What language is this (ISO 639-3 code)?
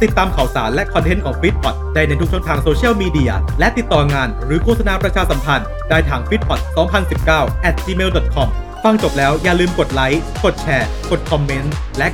tha